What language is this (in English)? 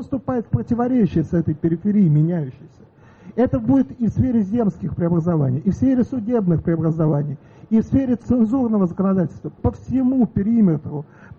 Russian